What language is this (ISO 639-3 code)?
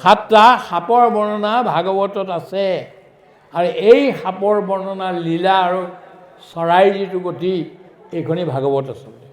asm